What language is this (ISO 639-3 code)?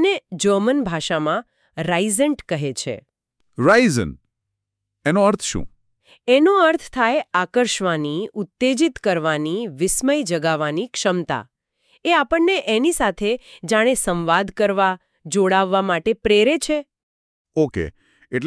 guj